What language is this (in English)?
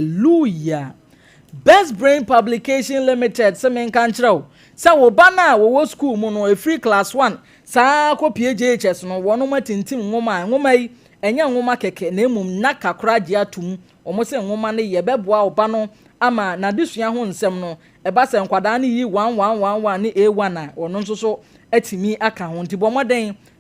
Akan